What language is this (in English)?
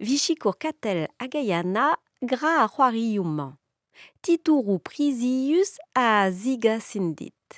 Breton